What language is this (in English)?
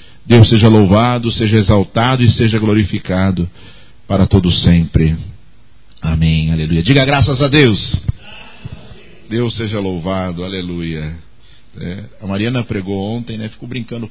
Portuguese